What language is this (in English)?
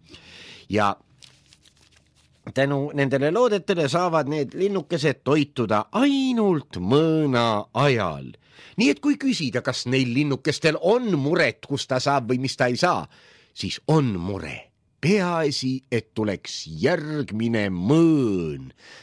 Estonian